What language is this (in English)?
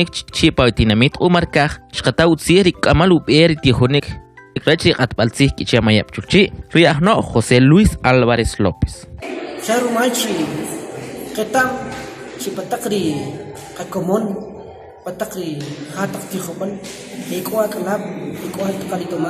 Kʼicheʼ